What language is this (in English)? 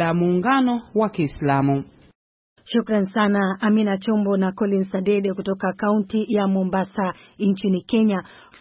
Swahili